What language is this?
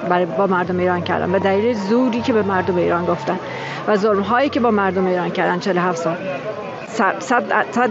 Persian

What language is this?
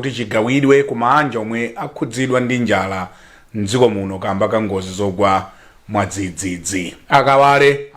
Nyanja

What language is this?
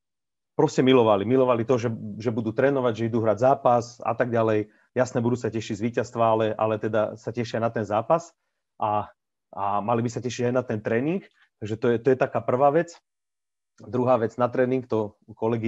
Slovak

